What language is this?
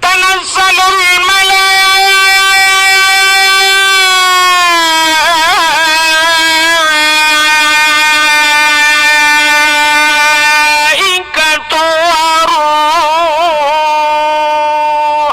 Achinese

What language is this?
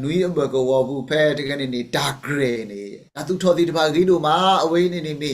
S'gaw Karen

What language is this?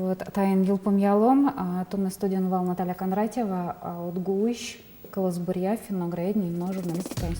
Udmurt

